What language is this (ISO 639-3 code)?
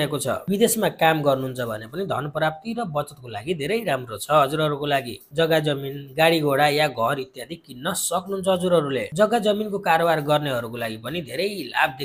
nep